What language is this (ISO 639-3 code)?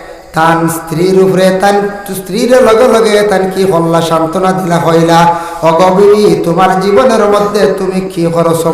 syl